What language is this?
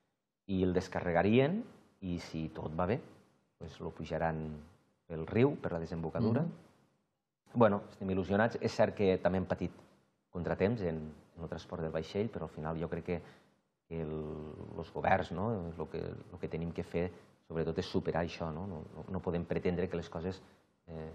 Catalan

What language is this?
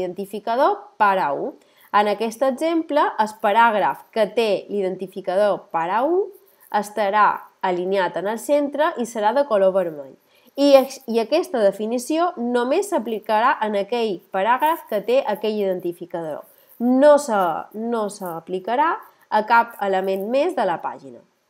Catalan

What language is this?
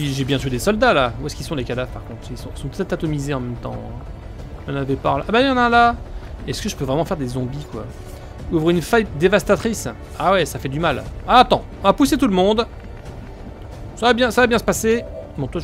French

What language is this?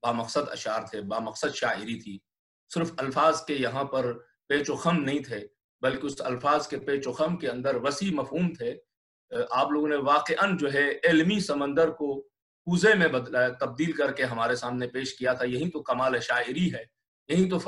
Urdu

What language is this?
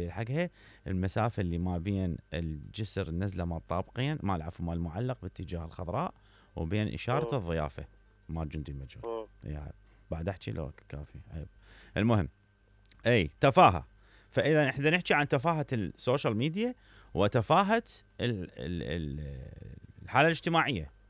Mesopotamian Arabic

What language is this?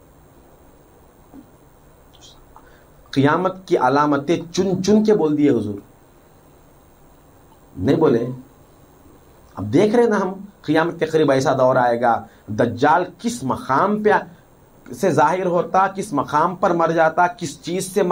Urdu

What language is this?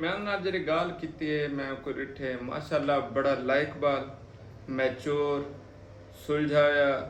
Saraiki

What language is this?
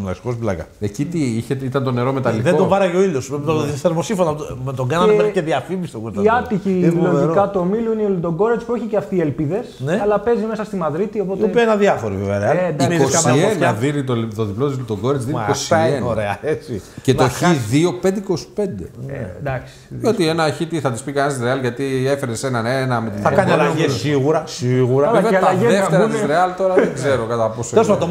Greek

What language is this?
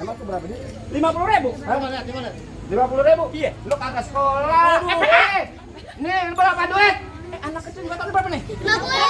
Betawi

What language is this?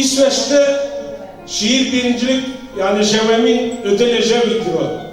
Zaza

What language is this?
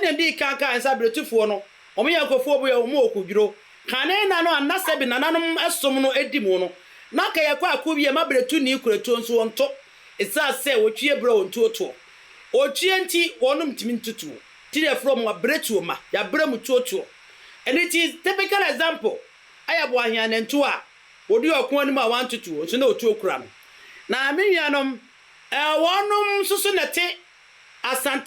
Akan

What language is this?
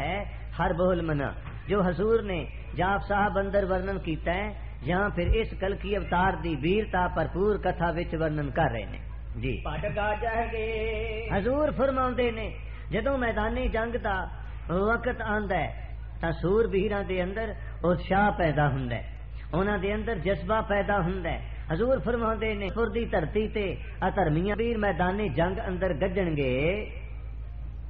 Punjabi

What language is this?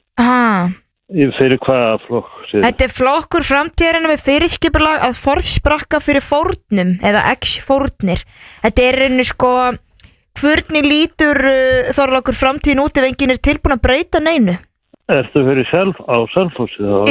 Icelandic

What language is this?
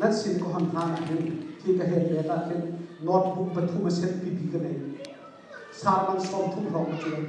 Hakha Chin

